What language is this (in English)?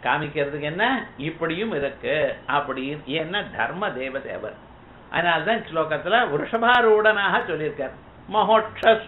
Tamil